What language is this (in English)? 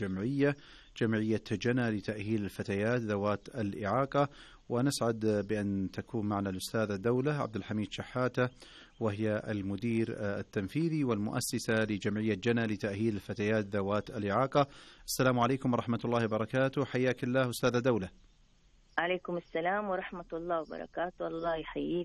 Arabic